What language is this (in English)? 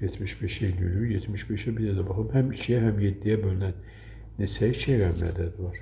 Azerbaijani